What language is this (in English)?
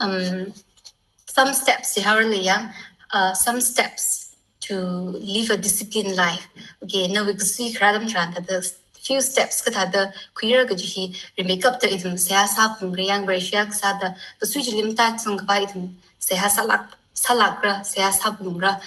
Tangkhul Naga (India)